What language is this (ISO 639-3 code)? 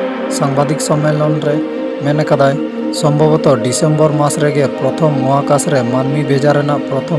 sat